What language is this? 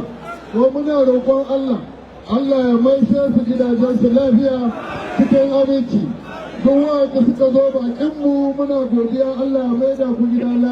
Hausa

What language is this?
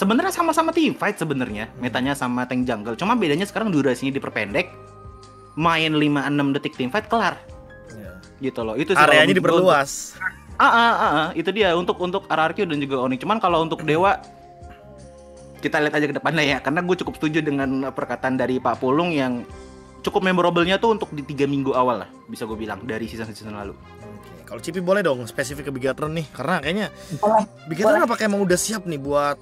Indonesian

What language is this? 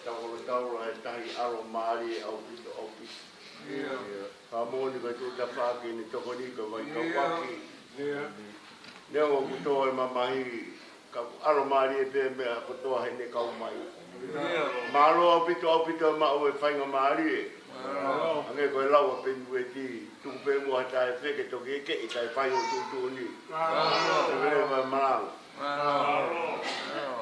Tongan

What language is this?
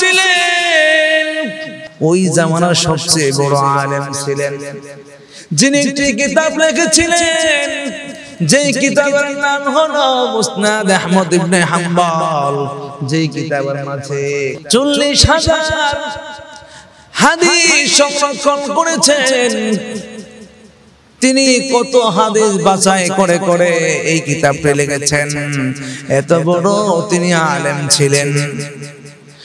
Bangla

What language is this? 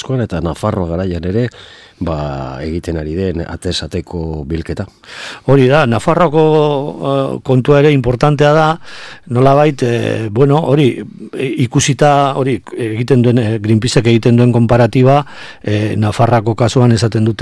Basque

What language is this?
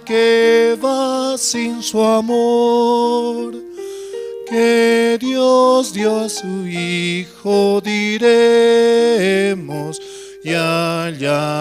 South Bolivian Quechua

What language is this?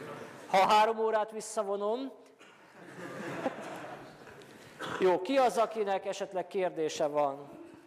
Hungarian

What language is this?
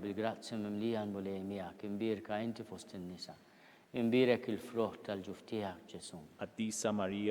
Maltese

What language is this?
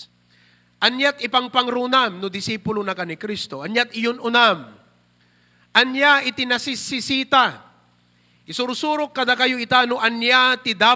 Iloko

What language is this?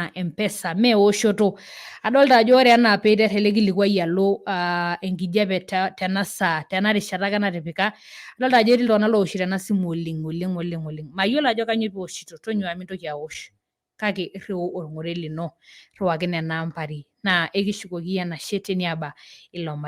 Masai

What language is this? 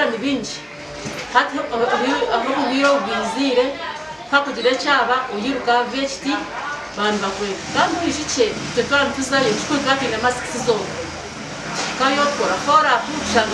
Nyankole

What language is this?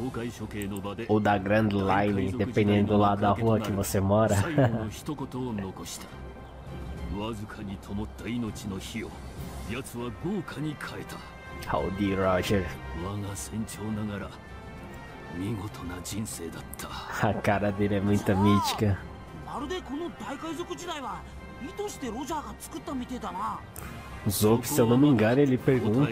Portuguese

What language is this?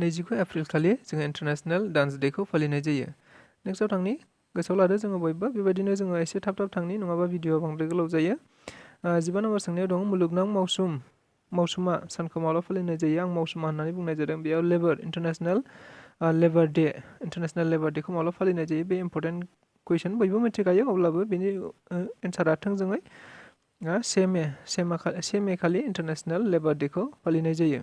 Bodo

